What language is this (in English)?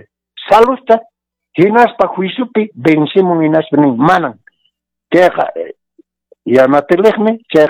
Quechua